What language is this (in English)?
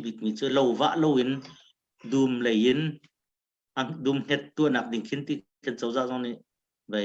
Hakha Chin